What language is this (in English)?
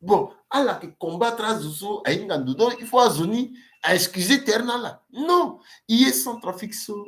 Sango